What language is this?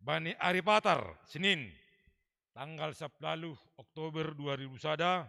Batak Simalungun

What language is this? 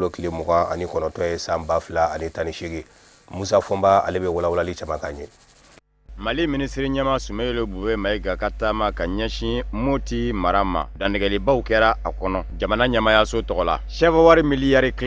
Bambara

